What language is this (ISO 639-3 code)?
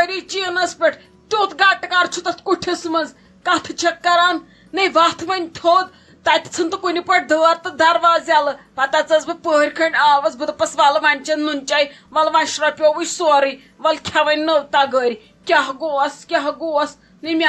kas